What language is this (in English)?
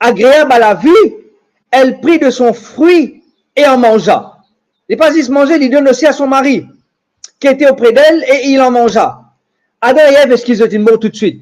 Morisyen